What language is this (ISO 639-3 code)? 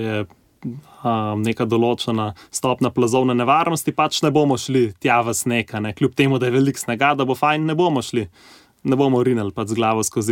slv